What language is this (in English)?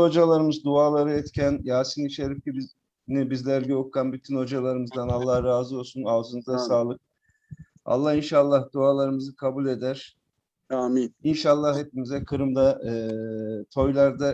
Crimean Tatar